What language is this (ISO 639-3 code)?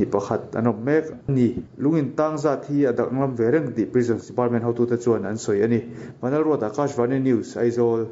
lus